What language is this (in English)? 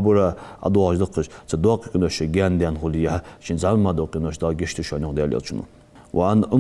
Ingush